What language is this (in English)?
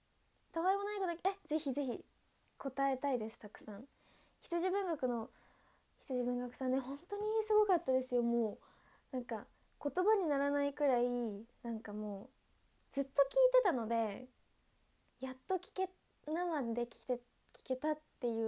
Japanese